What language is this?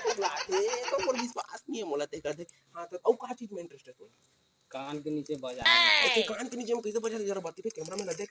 Chhattisgarhi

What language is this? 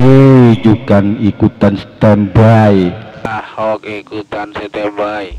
Madurese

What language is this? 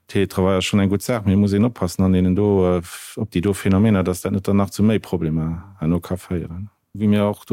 Luxembourgish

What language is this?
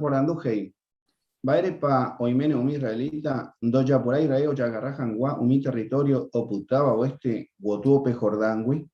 Guarani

